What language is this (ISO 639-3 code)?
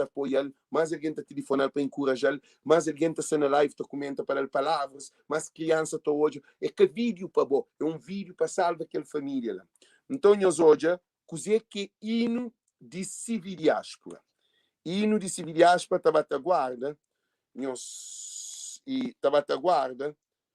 kea